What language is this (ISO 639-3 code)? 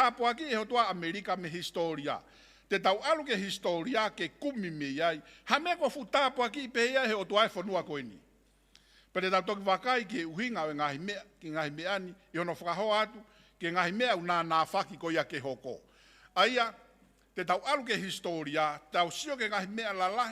ton